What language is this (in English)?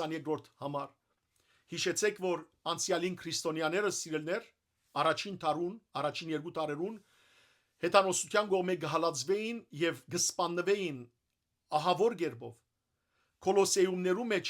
Western Armenian